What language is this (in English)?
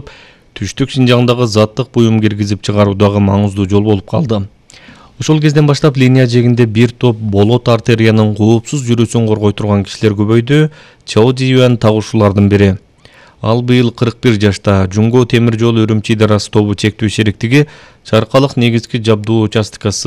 Kyrgyz